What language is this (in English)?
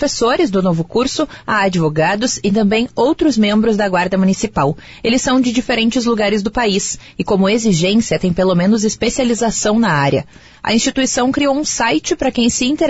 Portuguese